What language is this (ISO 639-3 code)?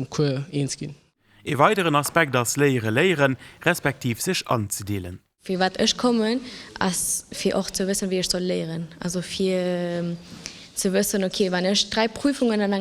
ltz